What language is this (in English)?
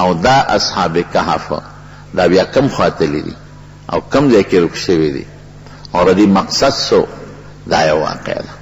Pashto